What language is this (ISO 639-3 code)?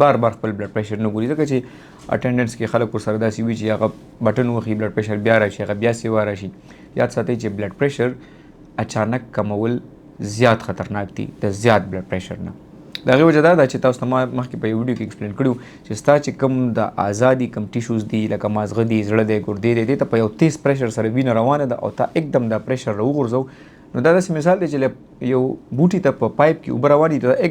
pus